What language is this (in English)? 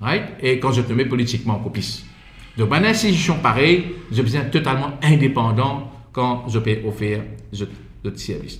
Morisyen